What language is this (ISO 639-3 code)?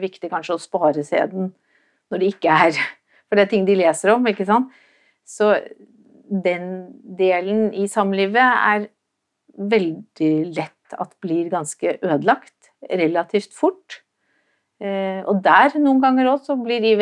nor